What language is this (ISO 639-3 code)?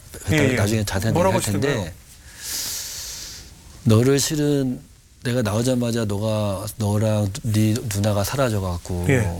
kor